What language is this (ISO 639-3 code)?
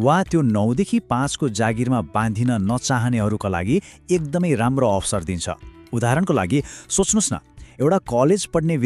nep